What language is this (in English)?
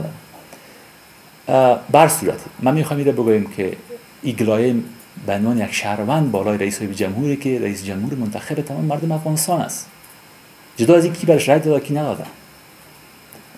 Persian